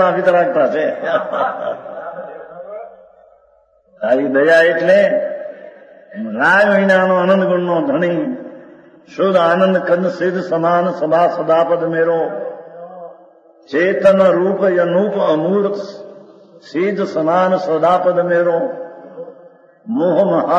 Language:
Gujarati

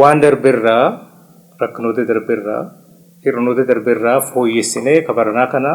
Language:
Oromo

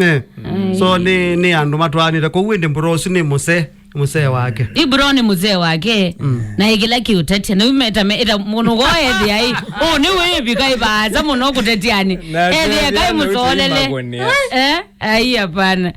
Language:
Kamba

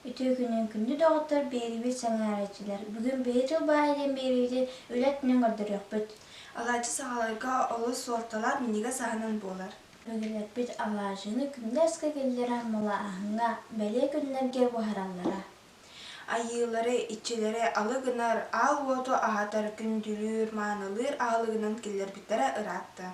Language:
Yakut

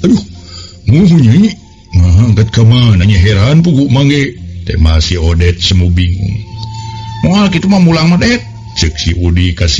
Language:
Sundanese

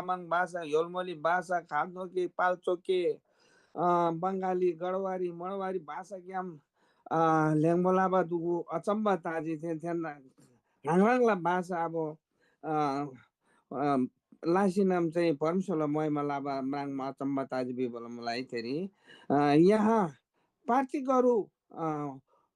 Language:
Eastern Tamang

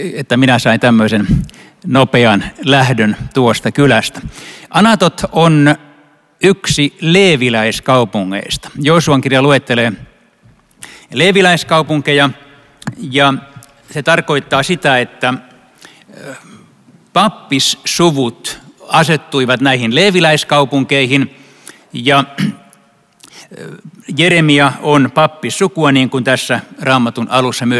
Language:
Finnish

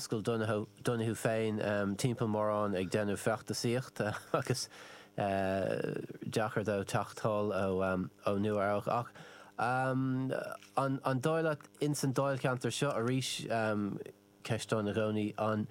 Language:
Irish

